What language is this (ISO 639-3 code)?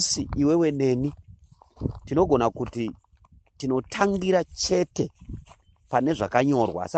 sna